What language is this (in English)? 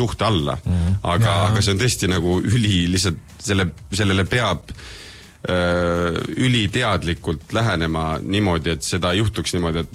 Estonian